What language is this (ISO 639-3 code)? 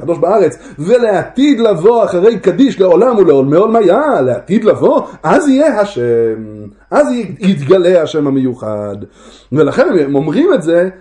heb